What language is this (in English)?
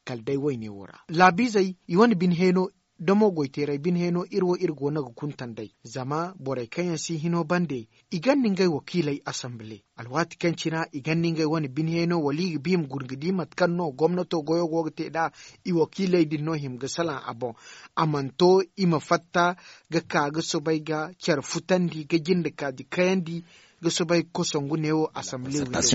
Zarma